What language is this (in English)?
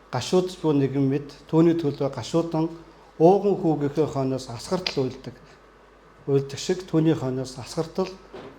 Mongolian